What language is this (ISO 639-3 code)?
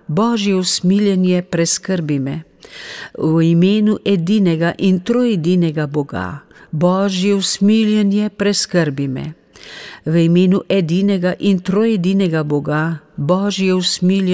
slv